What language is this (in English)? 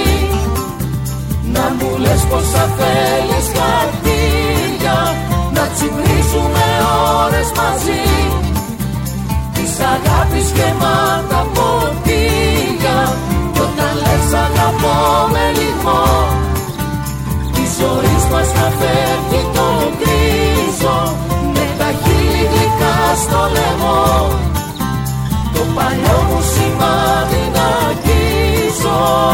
Greek